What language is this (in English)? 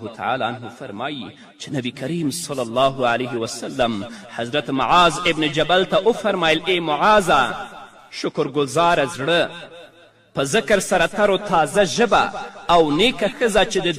Pashto